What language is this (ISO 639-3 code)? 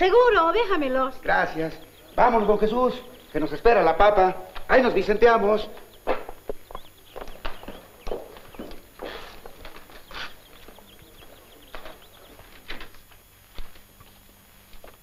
spa